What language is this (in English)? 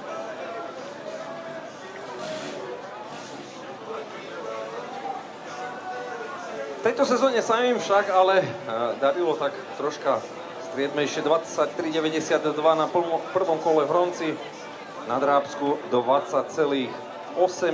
Slovak